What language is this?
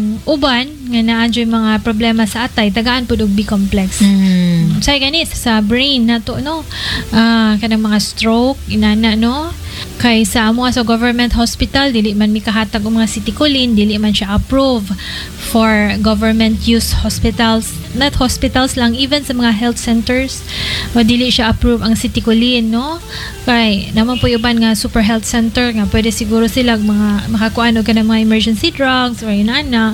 Cebuano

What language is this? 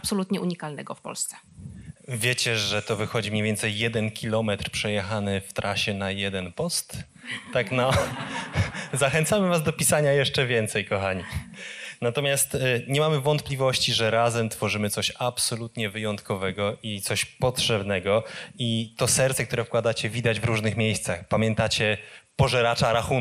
Polish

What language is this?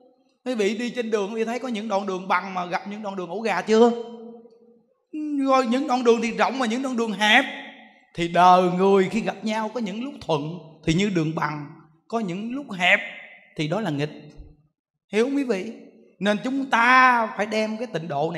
Vietnamese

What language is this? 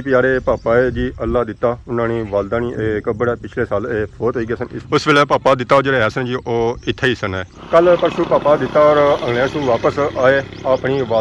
Pahari-Potwari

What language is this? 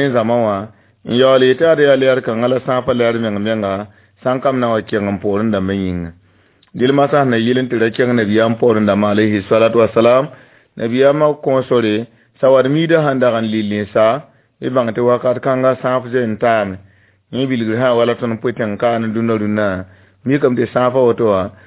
Mossi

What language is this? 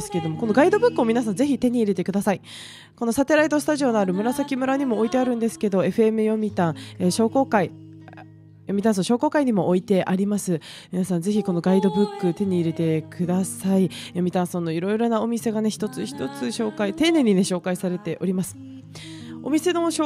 Japanese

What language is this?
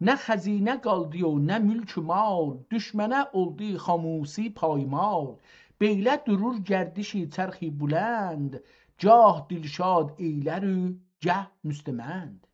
South Azerbaijani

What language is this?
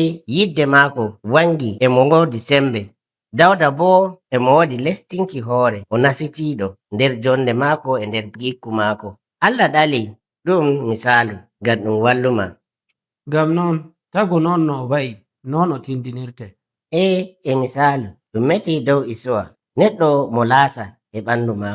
Nigerian Fulfulde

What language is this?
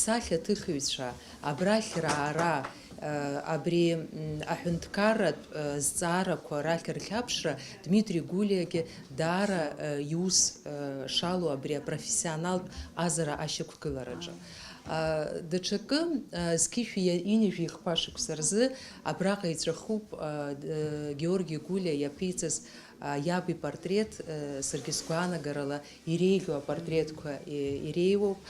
Abkhazian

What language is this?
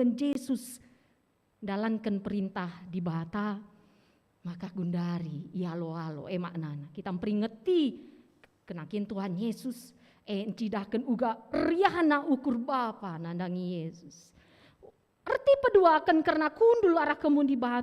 Batak Karo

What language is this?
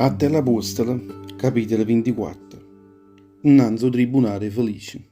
Neapolitan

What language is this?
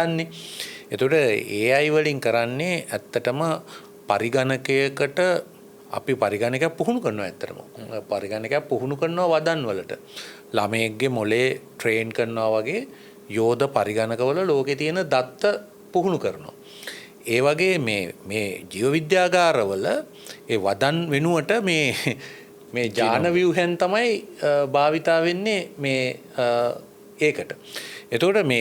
Sinhala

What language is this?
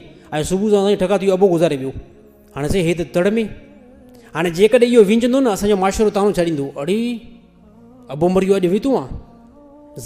Sindhi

